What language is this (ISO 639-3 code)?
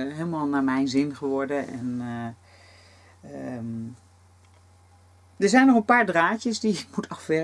nld